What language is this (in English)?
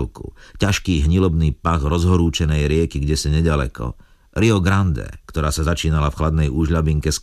Slovak